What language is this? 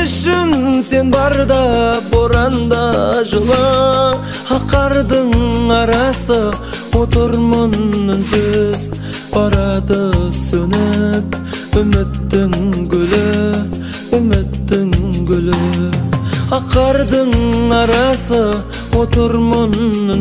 Kazakh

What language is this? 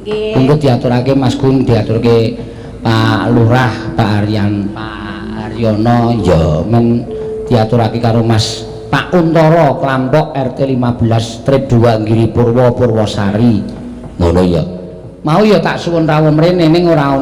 Javanese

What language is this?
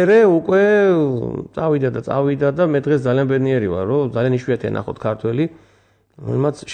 Georgian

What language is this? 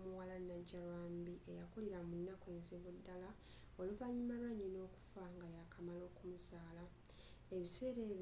Ganda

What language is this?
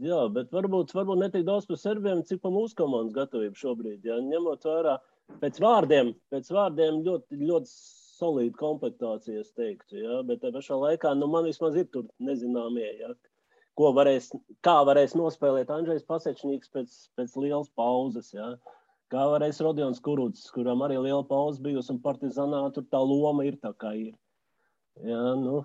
Latvian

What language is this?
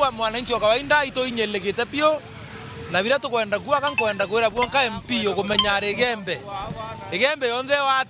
Meru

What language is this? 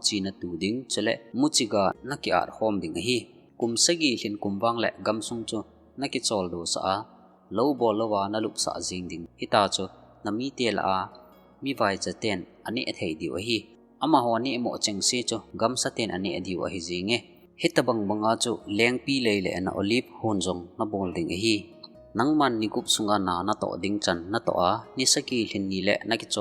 Thado Chin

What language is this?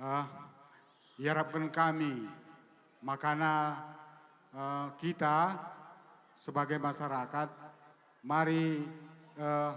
Batak Karo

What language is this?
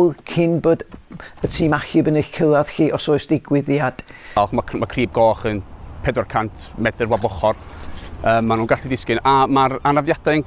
Welsh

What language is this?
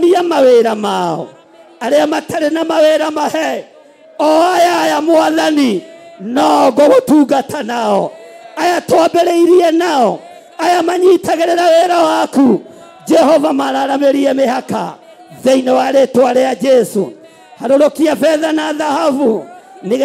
Kikuyu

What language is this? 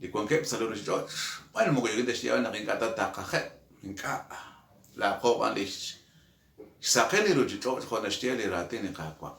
Kekchí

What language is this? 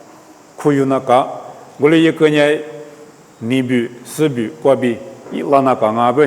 Lisu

